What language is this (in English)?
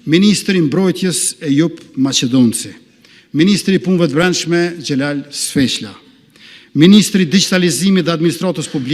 Albanian